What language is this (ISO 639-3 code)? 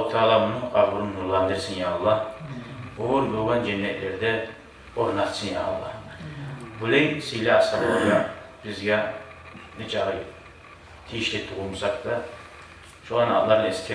kum